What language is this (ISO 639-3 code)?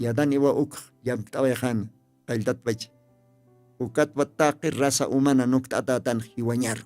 aym